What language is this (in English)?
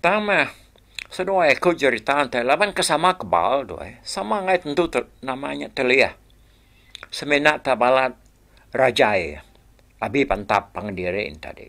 Iban